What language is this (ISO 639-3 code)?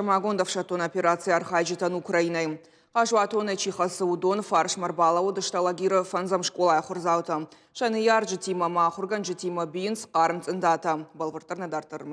oss